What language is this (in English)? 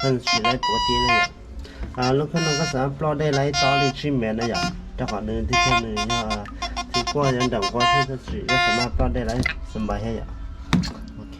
Hmong